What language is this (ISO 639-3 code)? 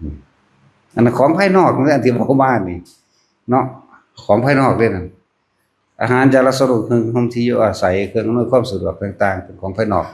tts